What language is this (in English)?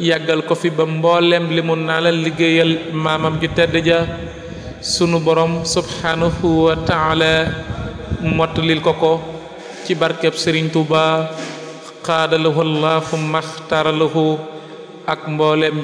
Wolof